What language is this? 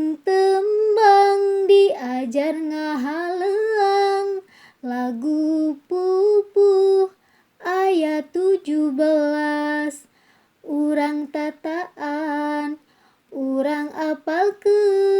Sundanese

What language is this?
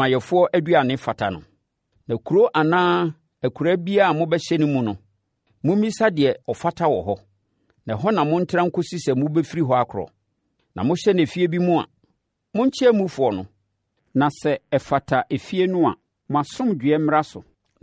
Akan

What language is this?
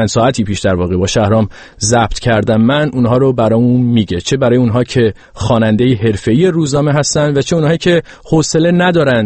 Persian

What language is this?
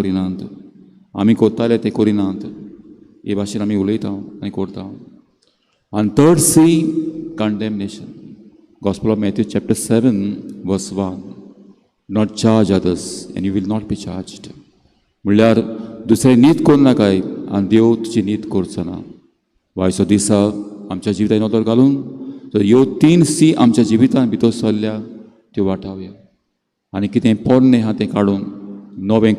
Konkani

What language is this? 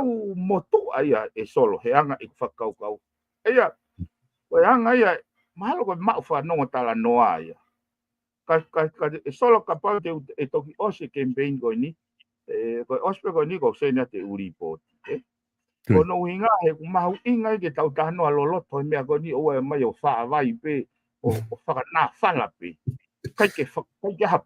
Tongan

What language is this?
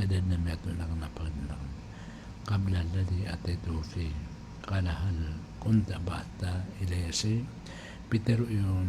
Maranao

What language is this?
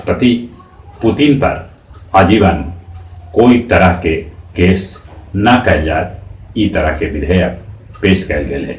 Magahi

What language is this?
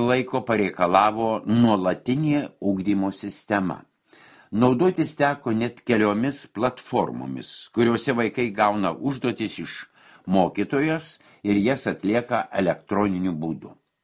Lithuanian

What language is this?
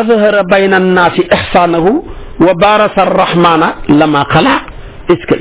Wolof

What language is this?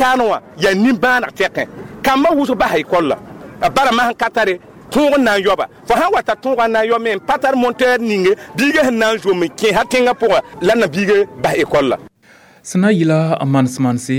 Mossi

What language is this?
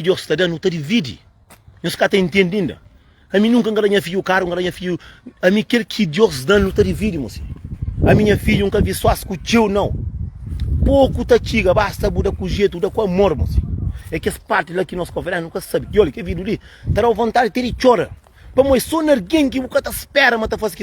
Kabuverdianu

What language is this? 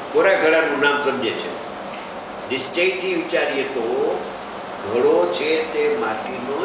Gujarati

